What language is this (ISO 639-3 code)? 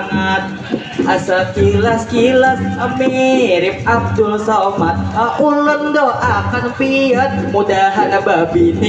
bjn